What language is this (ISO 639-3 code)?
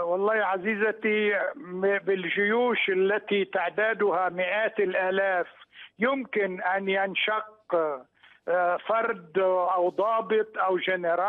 ara